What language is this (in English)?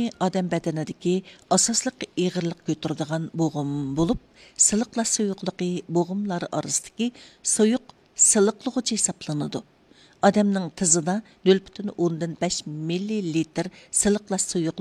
Uyghur